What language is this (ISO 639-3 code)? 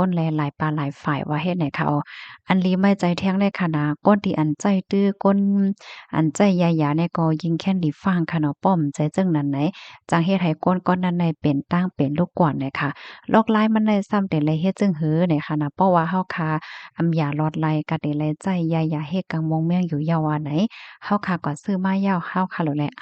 shn